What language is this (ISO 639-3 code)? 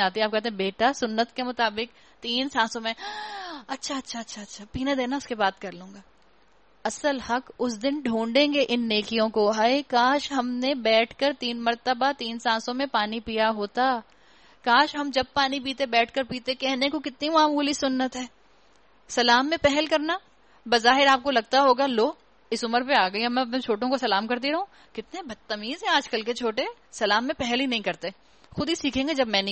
urd